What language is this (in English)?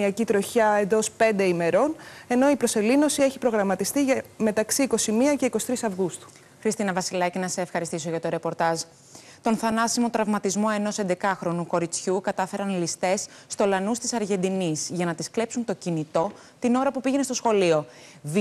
Greek